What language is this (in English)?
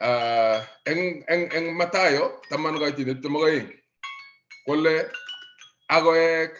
Kalenjin